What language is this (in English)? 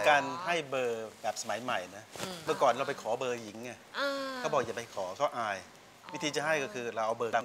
Thai